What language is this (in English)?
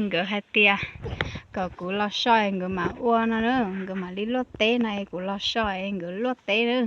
Hmong